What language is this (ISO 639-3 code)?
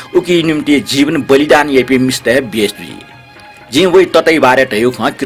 new